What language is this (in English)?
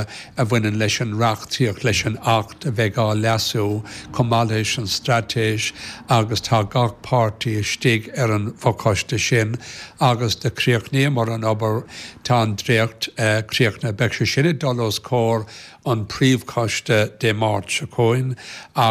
Irish